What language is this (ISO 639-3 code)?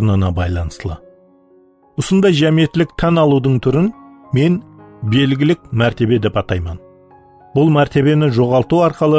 kaa